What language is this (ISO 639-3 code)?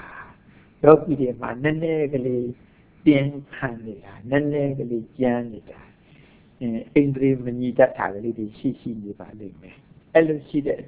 mya